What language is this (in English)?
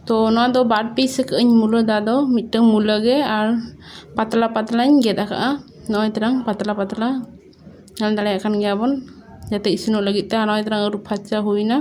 Santali